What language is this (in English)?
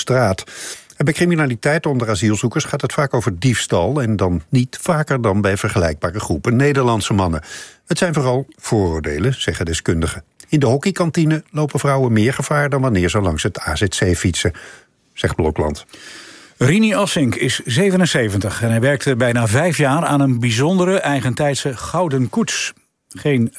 Dutch